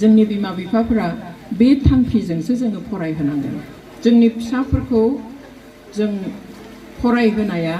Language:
Bodo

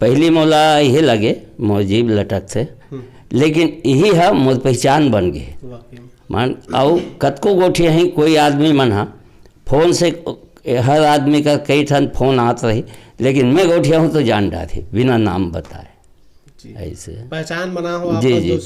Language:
Chhattisgarhi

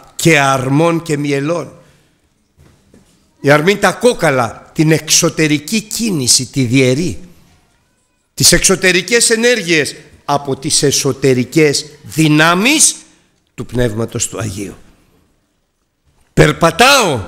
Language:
Greek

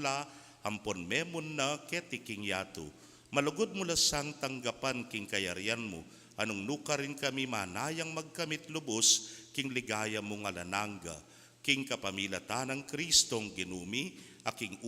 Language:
Pampanga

